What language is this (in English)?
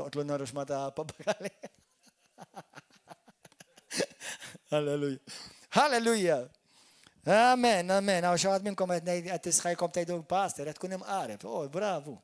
Maltese